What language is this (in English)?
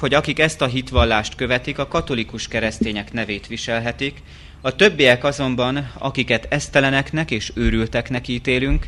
Hungarian